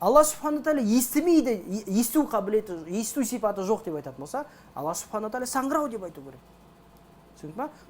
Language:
Kazakh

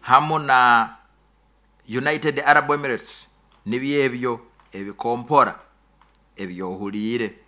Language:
Nyoro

